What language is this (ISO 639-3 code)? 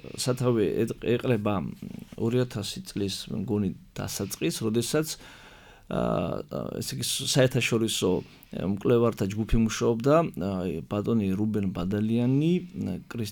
kat